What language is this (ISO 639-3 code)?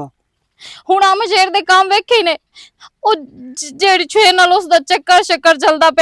lah